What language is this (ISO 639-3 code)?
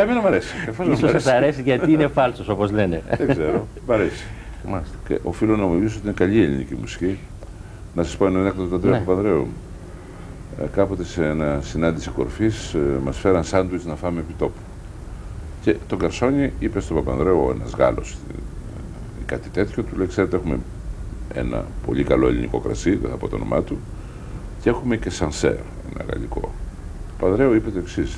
ell